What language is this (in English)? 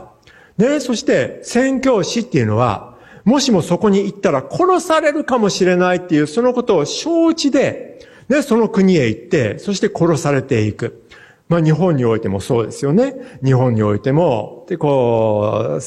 Japanese